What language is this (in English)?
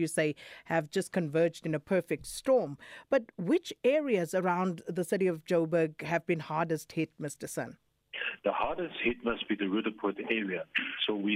English